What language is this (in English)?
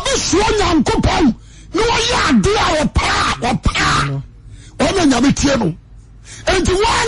Akan